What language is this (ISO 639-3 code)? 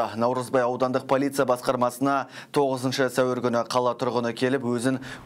kaz